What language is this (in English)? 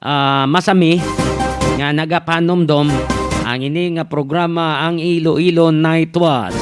Hiligaynon